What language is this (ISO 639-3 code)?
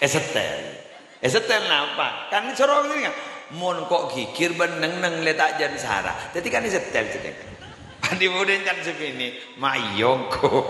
mad